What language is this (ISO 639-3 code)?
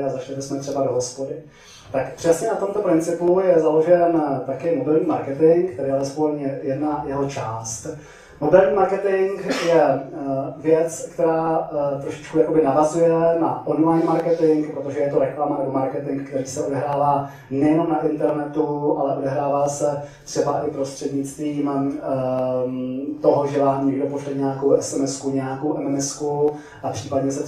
ces